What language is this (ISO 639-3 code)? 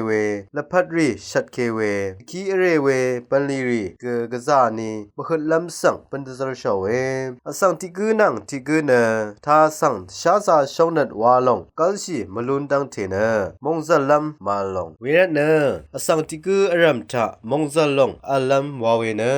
raw